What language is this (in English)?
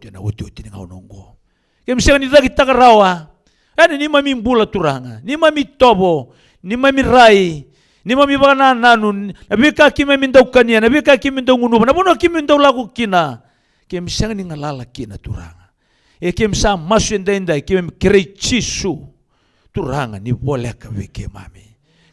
Fijian